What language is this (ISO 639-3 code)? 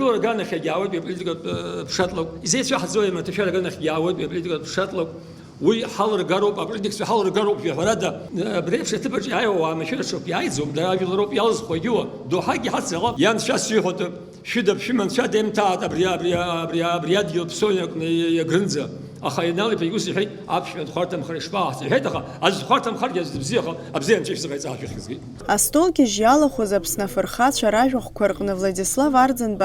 abk